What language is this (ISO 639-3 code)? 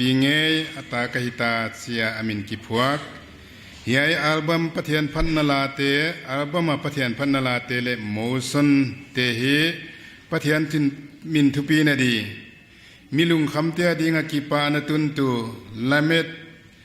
pck